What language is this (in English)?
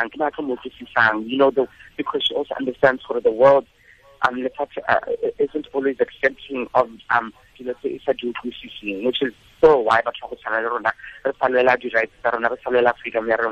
Tswana